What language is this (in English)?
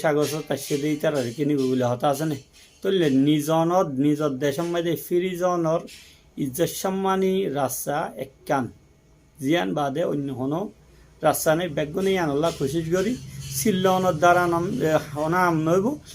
Rohingya